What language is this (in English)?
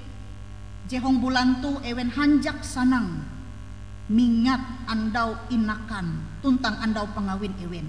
Ngaju